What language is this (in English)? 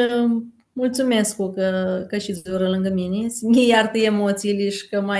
Aromanian